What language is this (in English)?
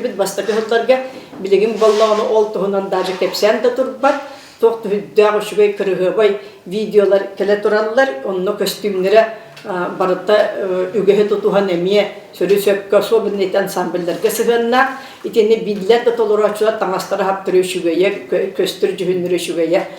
Yakut